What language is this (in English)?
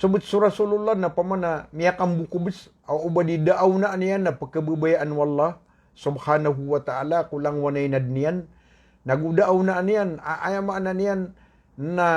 Maranao